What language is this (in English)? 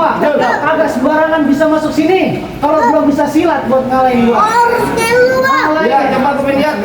Betawi